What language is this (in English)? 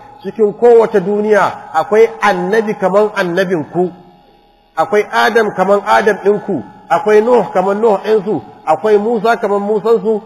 Hausa